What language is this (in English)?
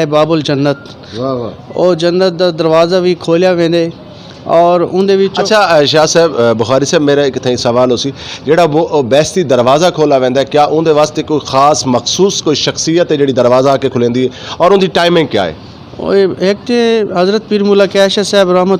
Saraiki